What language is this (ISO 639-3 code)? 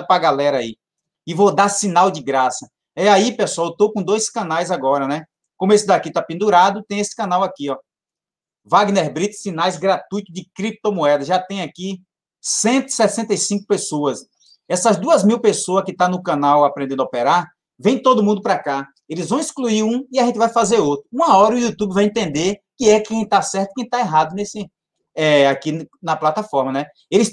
por